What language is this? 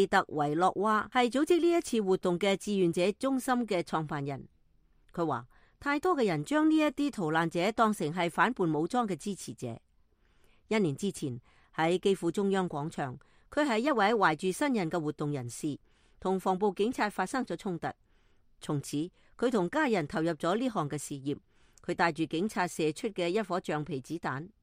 Cantonese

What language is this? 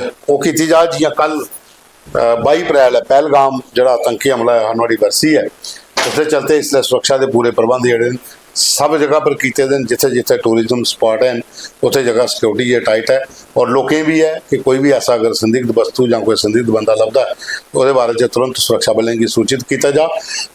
Dogri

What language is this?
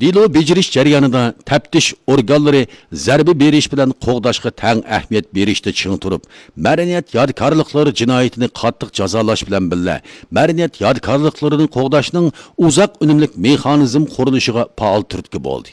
Uyghur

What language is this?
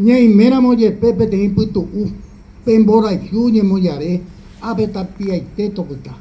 Guarani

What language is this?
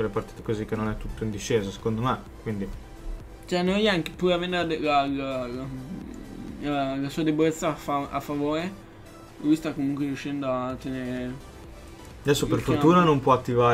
Italian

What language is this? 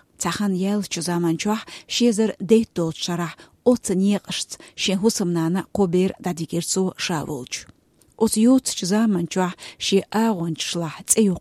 Chechen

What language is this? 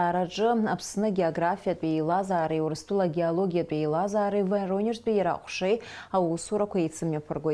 Abkhazian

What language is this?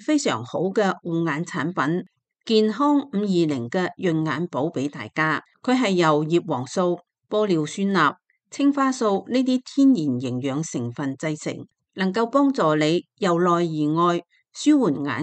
Cantonese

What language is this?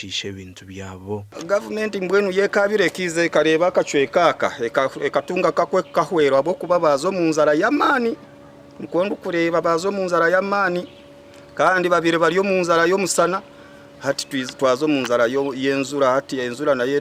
Nyankole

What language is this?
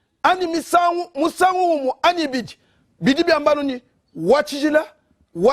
Luba-Lulua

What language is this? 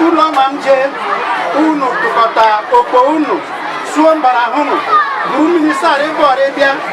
Igbo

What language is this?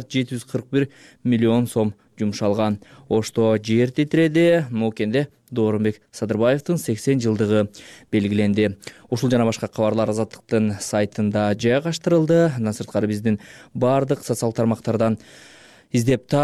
Kyrgyz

